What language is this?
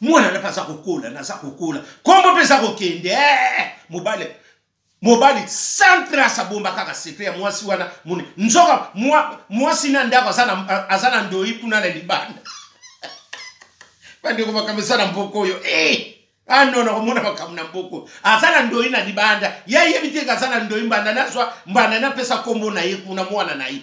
Lingala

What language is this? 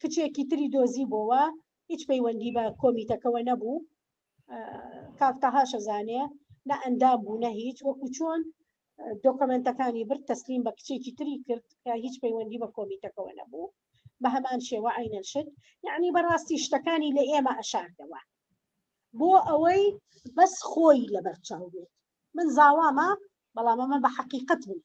Central Kurdish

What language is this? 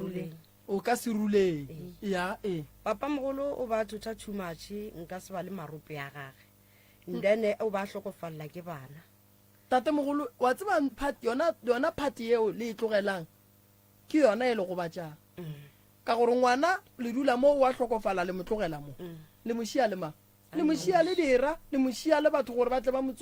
Northern Sotho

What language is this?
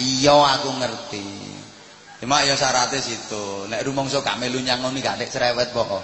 Javanese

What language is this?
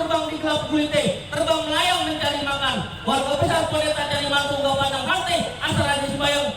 Betawi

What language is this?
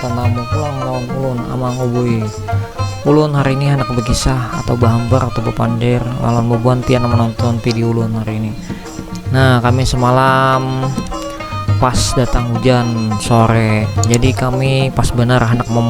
Banjar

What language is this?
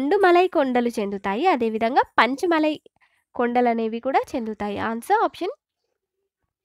Telugu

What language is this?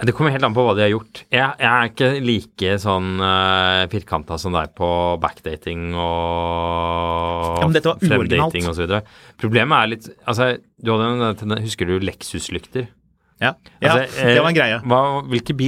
Norwegian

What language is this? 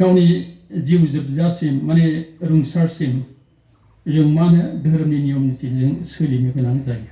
Bodo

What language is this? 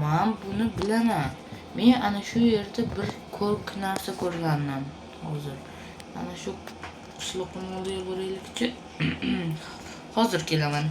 Uzbek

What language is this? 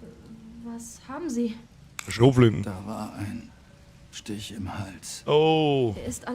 Bavarian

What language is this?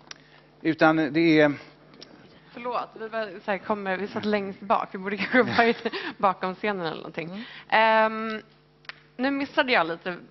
Swedish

